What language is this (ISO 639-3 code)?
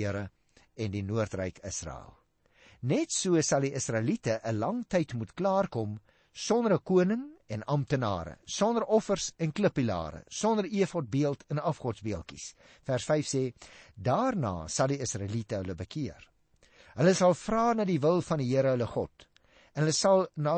afr